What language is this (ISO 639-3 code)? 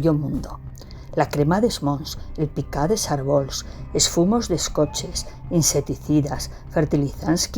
arg